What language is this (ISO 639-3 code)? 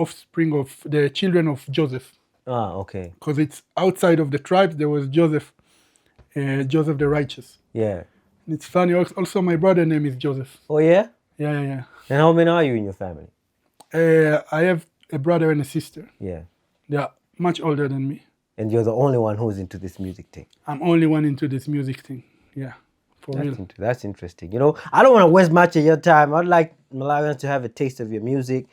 eng